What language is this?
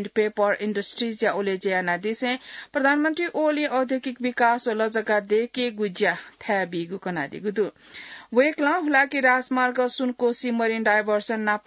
Newari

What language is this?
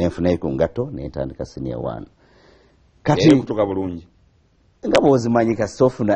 Ganda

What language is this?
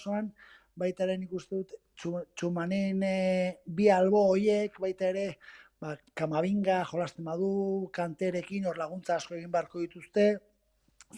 Basque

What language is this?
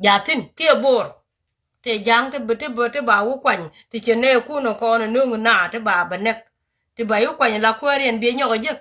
Nuer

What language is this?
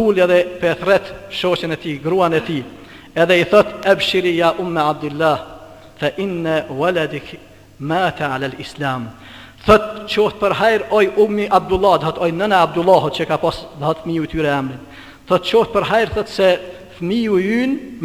Albanian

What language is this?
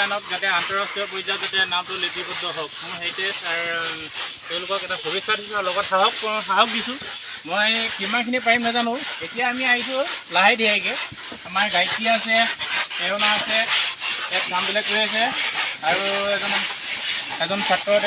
Assamese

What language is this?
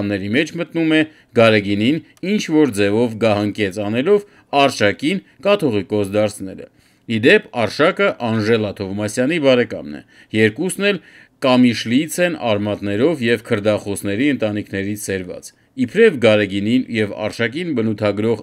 Armenian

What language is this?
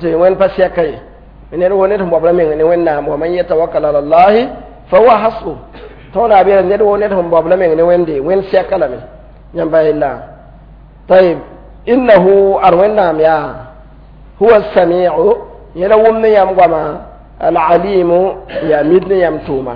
Mossi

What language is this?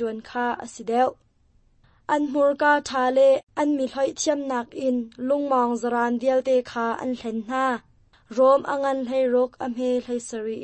Hakha Chin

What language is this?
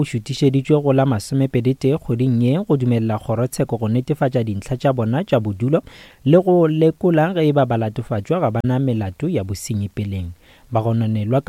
Northern Sotho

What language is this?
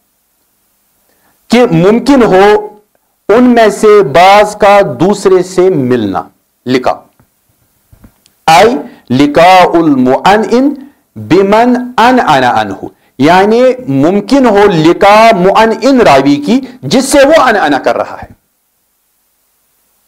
Urdu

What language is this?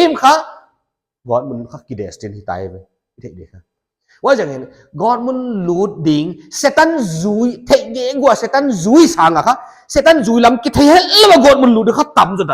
Paite Chin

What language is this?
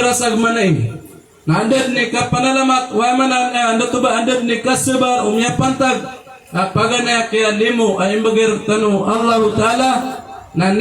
Maranao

